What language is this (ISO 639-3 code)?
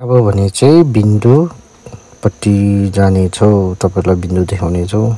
nep